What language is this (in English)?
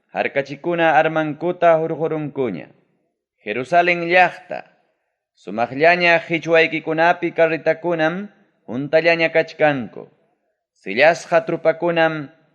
Ayacucho Quechua